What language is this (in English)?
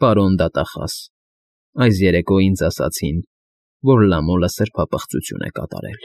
Armenian